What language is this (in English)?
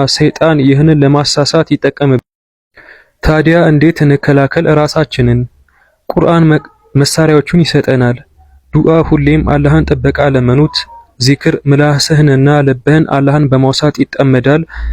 Amharic